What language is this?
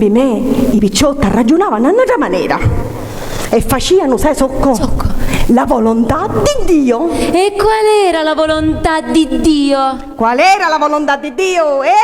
Sicilian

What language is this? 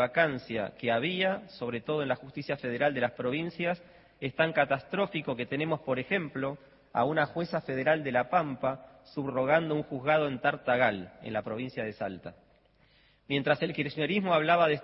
Spanish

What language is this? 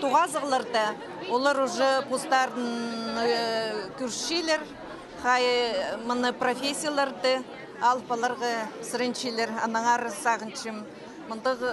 Khakas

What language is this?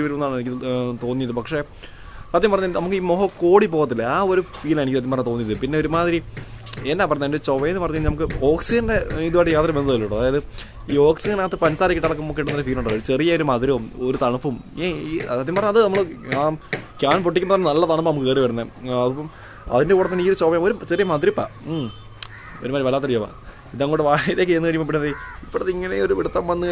Malayalam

